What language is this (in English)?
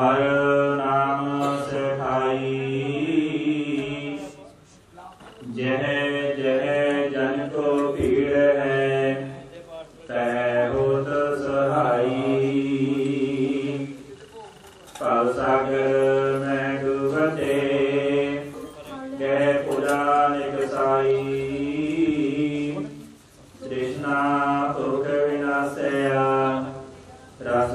Hindi